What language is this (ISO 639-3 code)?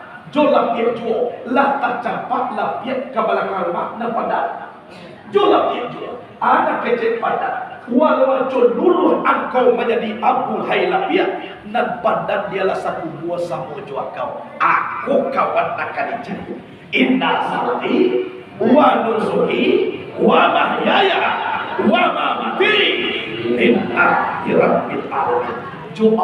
min